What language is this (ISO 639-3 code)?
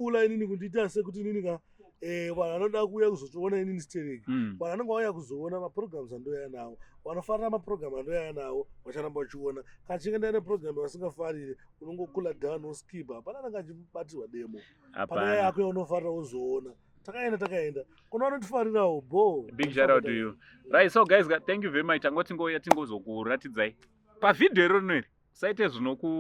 sna